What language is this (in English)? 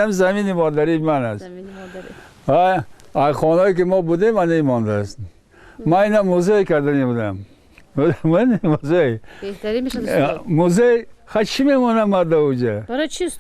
Tajik